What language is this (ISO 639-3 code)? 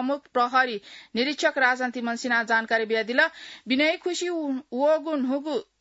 new